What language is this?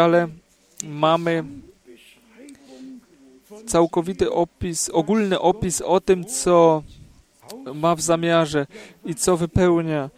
Polish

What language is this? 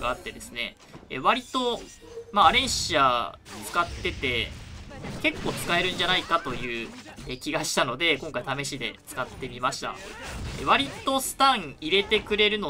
Japanese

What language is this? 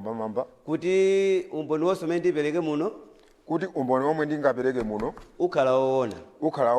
Nyanja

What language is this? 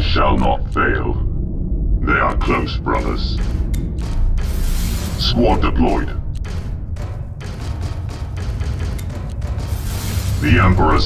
English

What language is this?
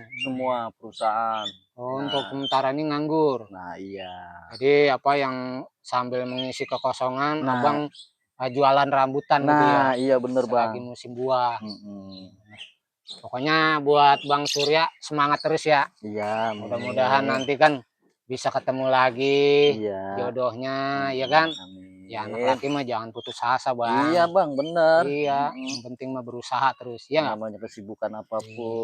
Betawi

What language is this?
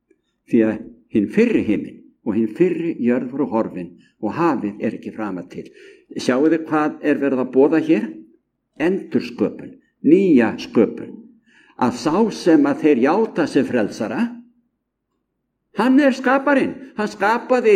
Icelandic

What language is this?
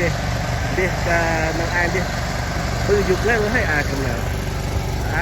Central Mnong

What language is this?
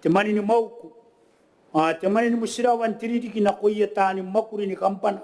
Gilbertese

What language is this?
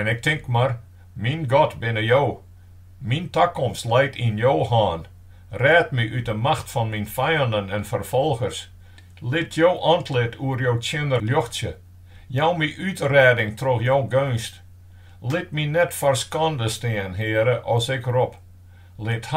Western Frisian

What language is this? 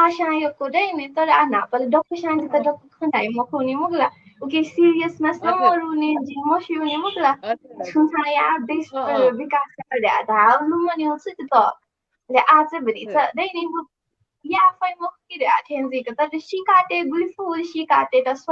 Newari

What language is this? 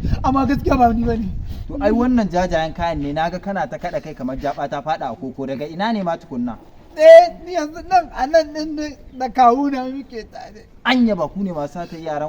Hausa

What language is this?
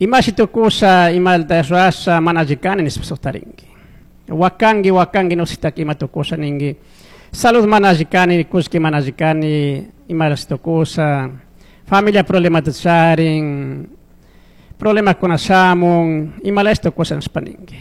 Chimborazo Highland Quichua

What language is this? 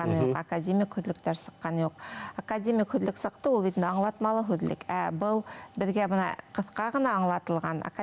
Bashkir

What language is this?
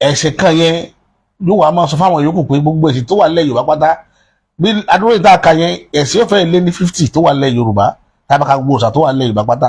Yoruba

